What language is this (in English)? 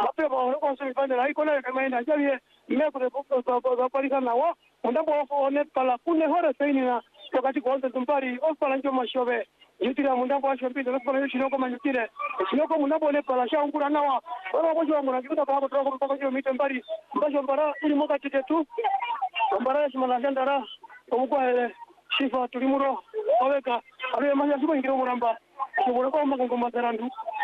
Swahili